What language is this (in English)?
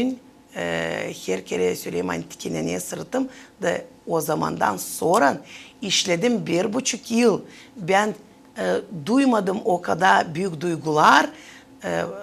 Gagauz